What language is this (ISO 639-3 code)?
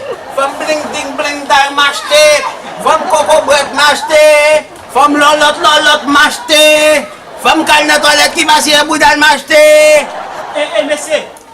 hat